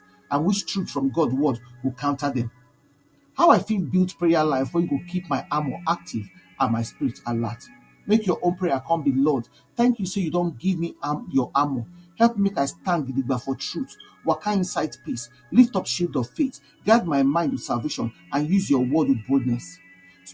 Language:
Nigerian Pidgin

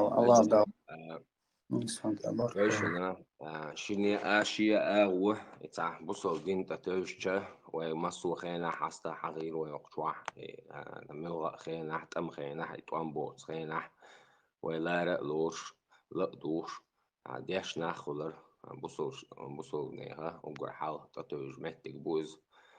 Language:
Chechen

